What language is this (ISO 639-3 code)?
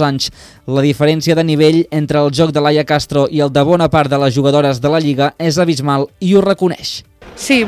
cat